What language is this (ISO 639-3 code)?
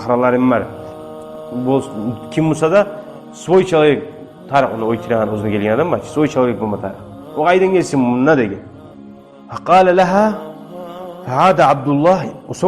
kum